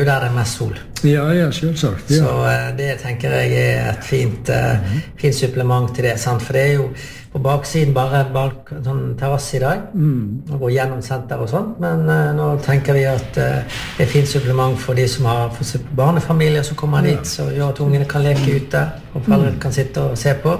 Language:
Norwegian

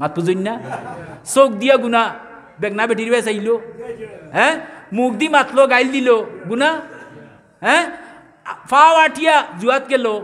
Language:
Sylheti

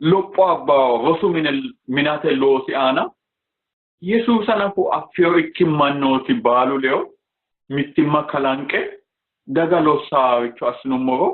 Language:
Sidamo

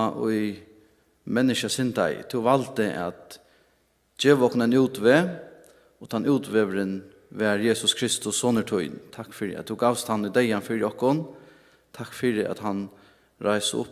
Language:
Faroese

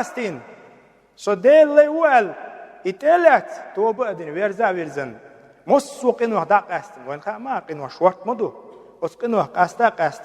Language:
Chechen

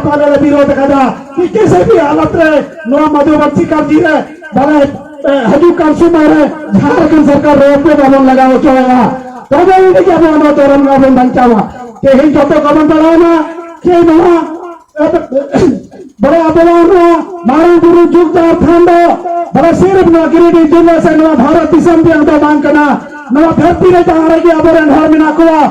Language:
Santali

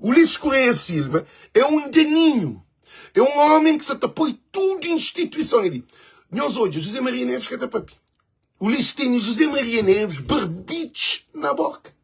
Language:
Kabuverdianu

